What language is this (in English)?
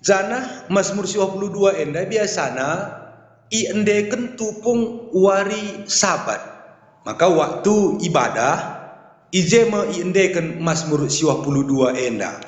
Batak Karo